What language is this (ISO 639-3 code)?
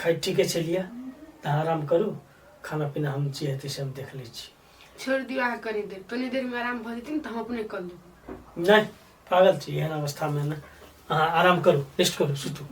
mai